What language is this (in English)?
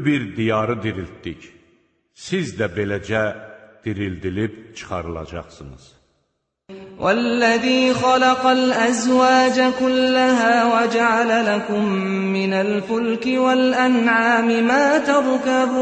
Azerbaijani